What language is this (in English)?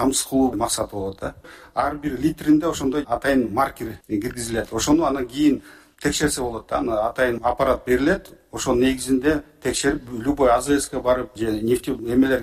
Kyrgyz